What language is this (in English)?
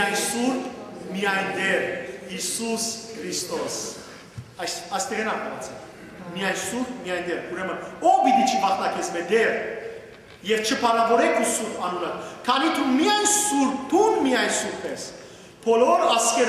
Western Armenian